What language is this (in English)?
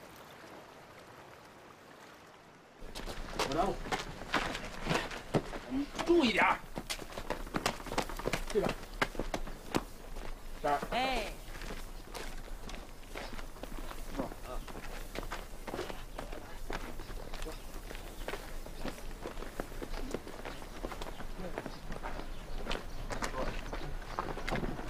Chinese